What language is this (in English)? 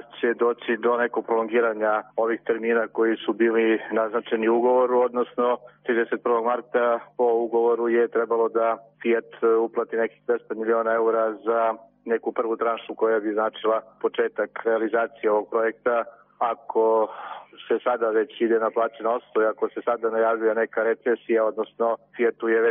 Serbian